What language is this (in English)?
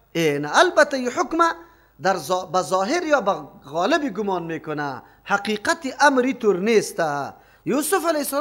Persian